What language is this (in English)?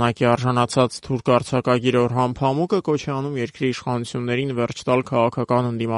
Armenian